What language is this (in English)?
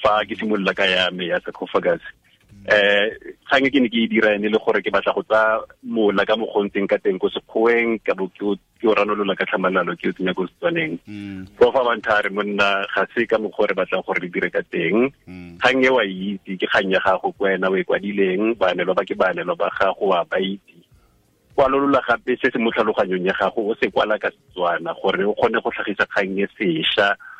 Tswana